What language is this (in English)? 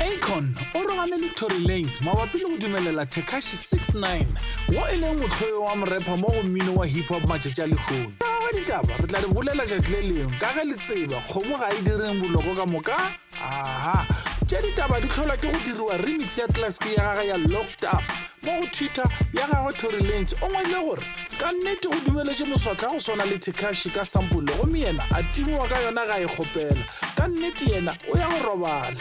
Northern Sotho